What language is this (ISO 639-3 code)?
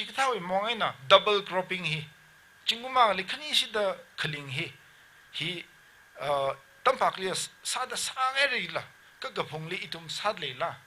nmf